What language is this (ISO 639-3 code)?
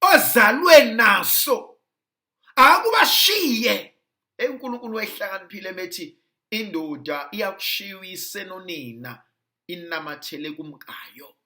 zul